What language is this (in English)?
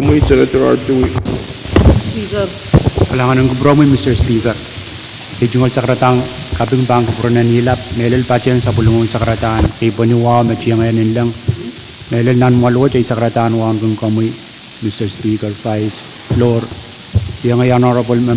Pohnpeian